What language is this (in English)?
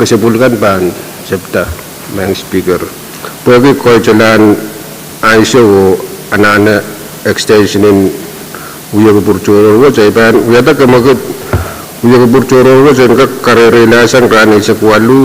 Pohnpeian